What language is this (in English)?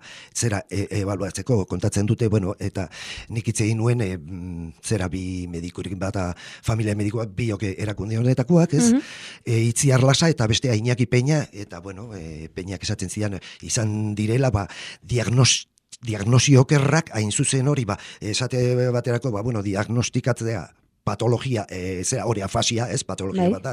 Basque